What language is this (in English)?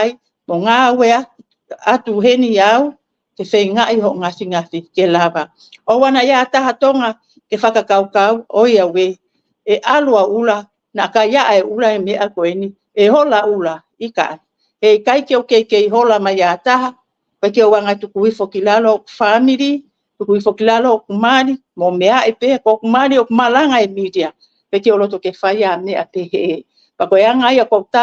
Tongan